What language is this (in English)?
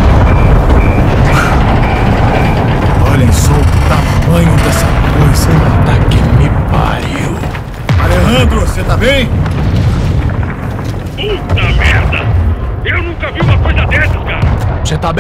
Portuguese